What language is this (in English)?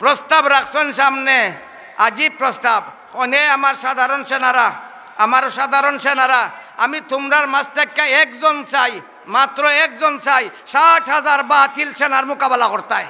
Sylheti